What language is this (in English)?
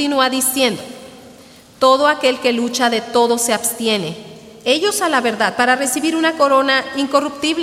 Spanish